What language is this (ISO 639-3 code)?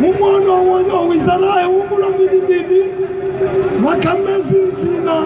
zdj